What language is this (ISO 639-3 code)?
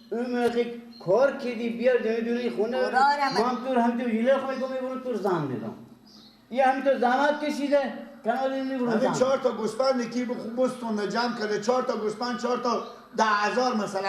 fas